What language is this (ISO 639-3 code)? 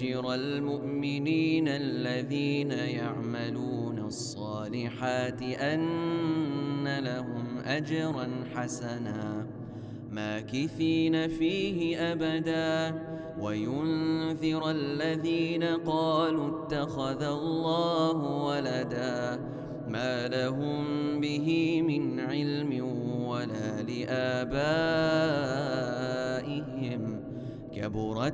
ara